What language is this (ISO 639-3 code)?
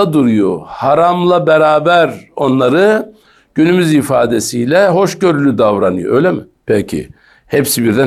tur